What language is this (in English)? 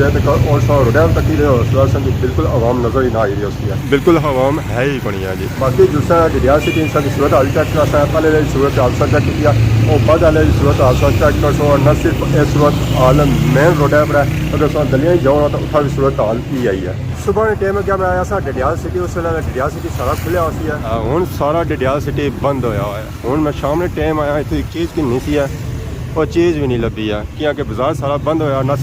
Pahari-Potwari